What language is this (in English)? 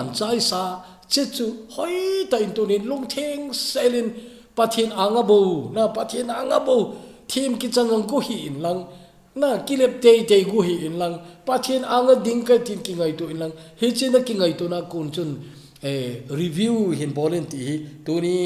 Thado Chin